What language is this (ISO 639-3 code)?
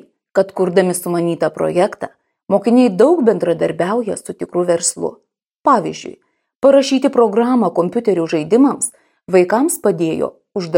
lit